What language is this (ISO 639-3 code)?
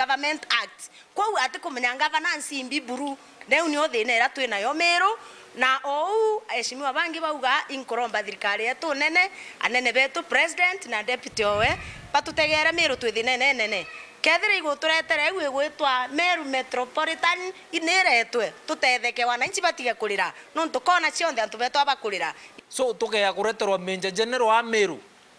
mer